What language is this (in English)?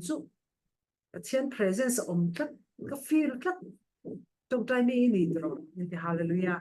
Falam Chin